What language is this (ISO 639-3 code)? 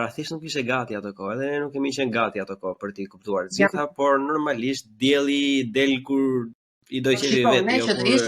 sqi